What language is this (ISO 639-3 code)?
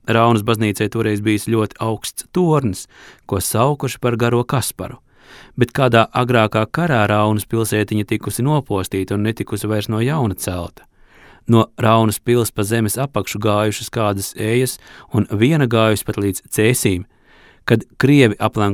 lav